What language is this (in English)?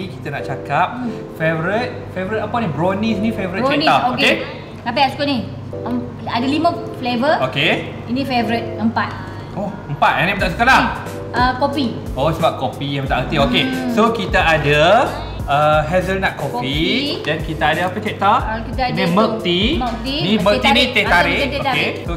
Malay